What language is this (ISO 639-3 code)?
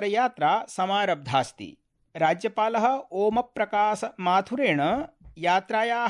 san